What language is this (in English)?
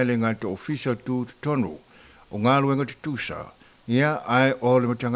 Samoan